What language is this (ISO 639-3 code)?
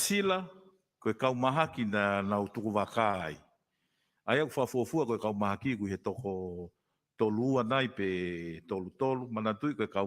ton